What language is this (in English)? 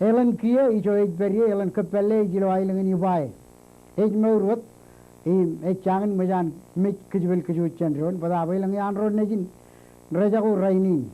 Marshallese